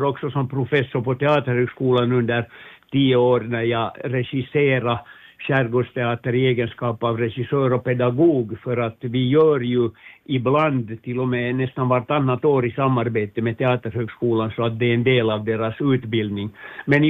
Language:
Swedish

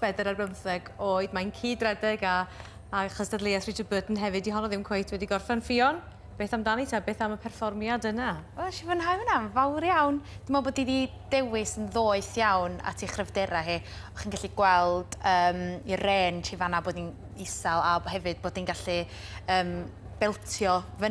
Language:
Welsh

